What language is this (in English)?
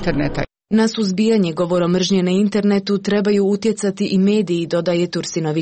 Croatian